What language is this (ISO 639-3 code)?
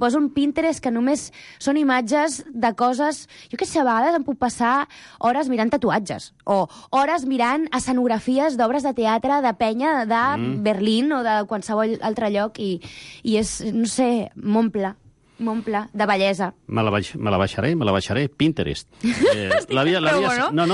cat